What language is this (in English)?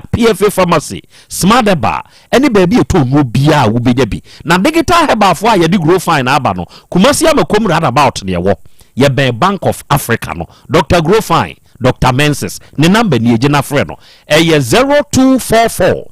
Akan